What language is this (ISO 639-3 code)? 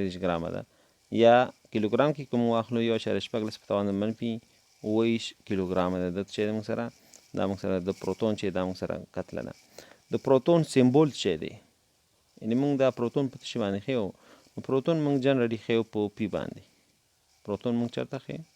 pus